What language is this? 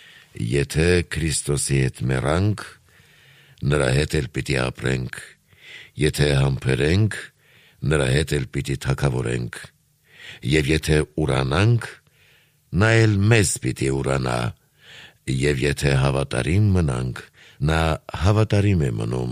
Armenian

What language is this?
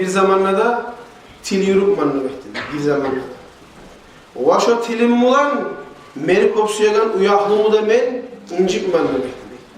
Kumyk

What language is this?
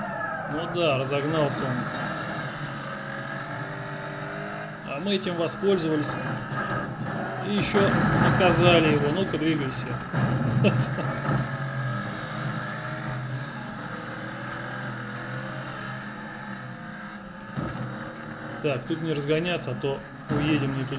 Russian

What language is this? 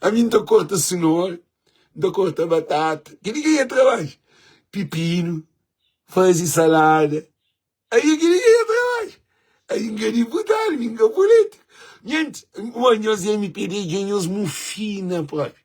Kabuverdianu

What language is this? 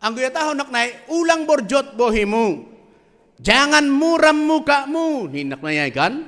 Batak Simalungun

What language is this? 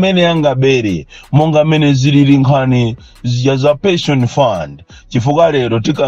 Nyanja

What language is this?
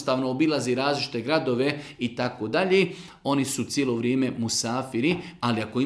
Bosnian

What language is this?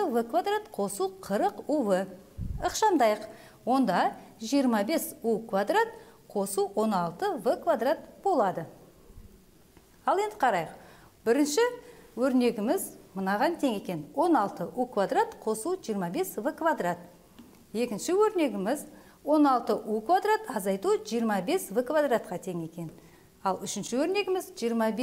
Kazakh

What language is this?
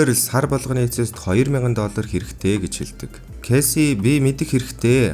Mongolian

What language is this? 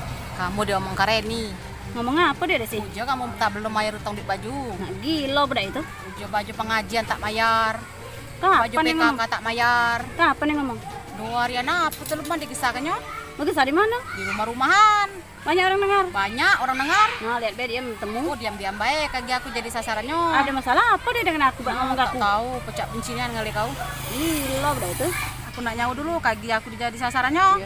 Musi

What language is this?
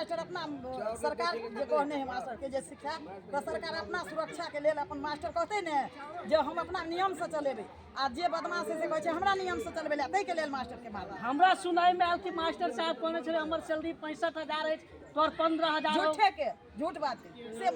Maithili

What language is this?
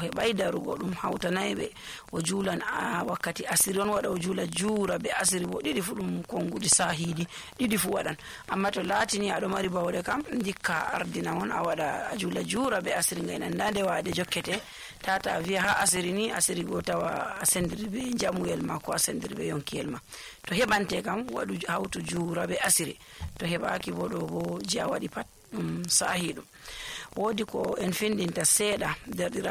Nigerian Fulfulde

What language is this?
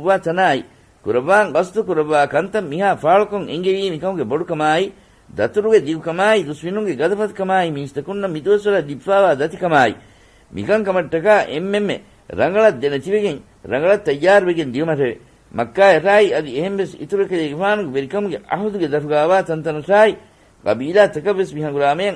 Divehi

